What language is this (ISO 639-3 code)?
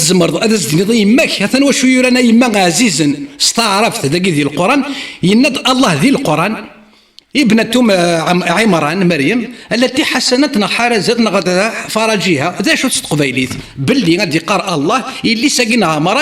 kab